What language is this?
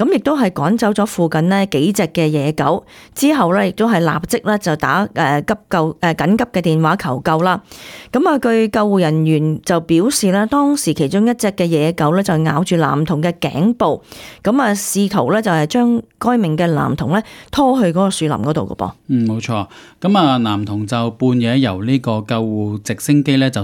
Cantonese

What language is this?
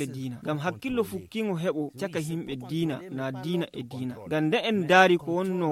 Nigerian Fulfulde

